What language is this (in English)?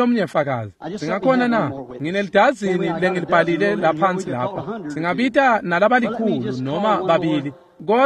Swati